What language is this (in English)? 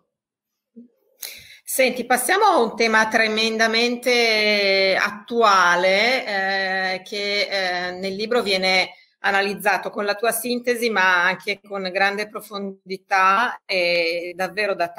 Italian